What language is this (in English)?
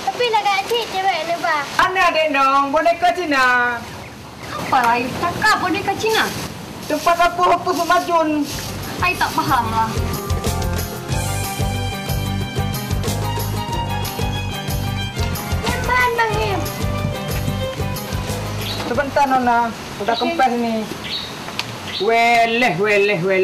Malay